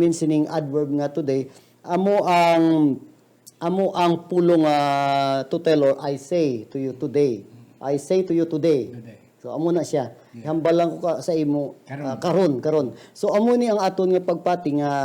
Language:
Hiligaynon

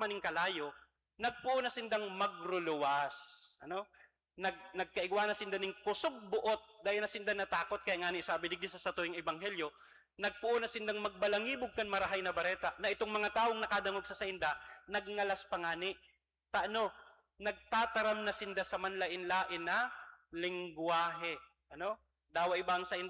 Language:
Bikol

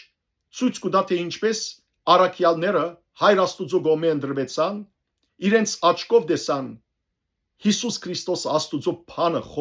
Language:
Western Armenian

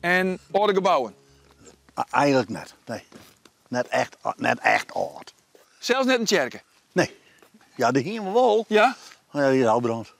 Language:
Western Frisian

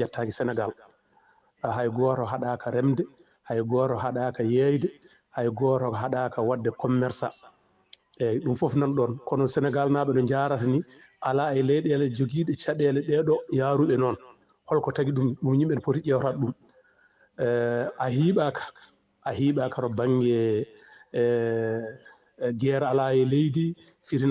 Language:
Fula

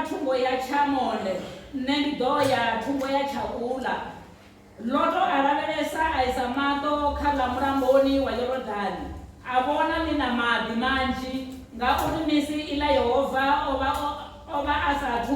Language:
Venda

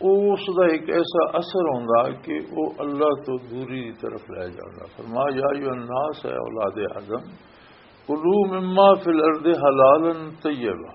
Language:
Western Panjabi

